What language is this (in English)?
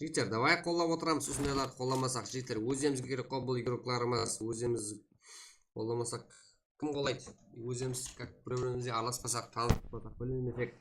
Kara-Kalpak